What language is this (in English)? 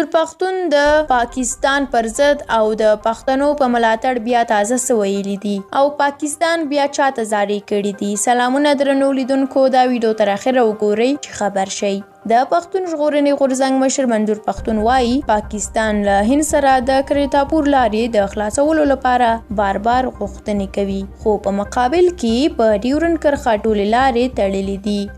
Pashto